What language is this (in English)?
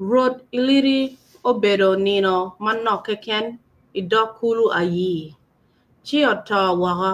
Acoli